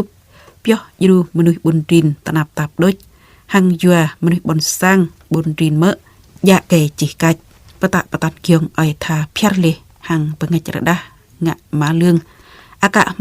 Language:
Jarai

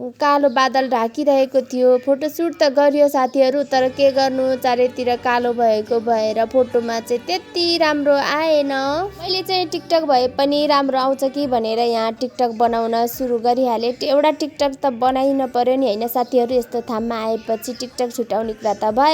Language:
Nepali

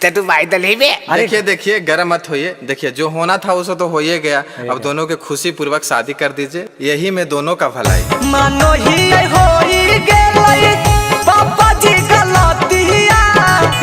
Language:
Magahi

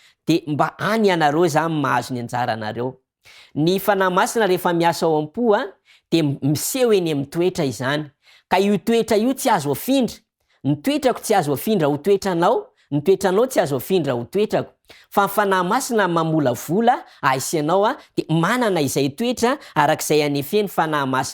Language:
Malagasy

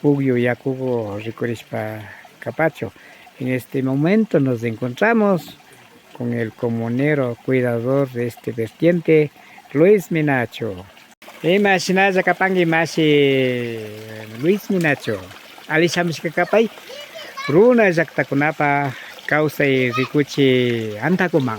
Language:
Imbabura Highland Quichua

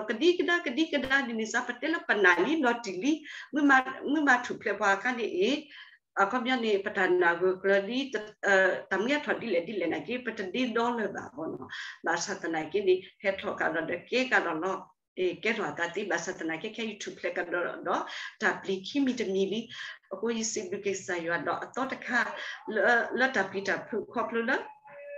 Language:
S'gaw Karen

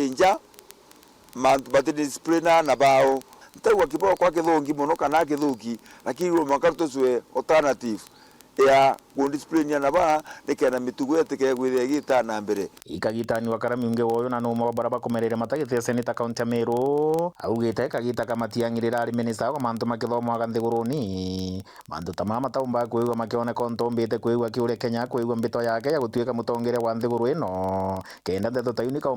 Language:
Meru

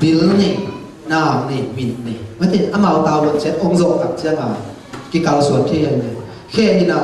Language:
Tedim Chin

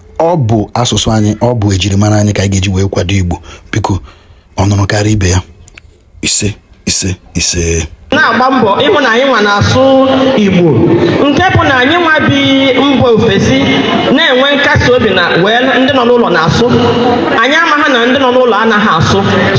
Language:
Igbo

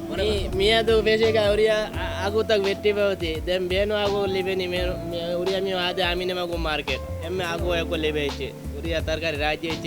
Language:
Divehi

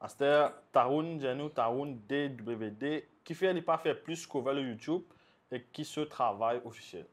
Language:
Morisyen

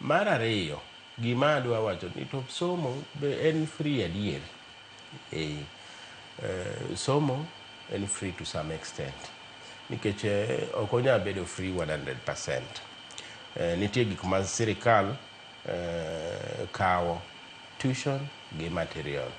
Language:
Luo (Kenya and Tanzania)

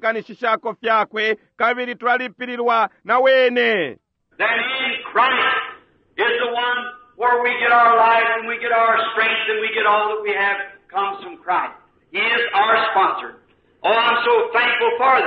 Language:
Bemba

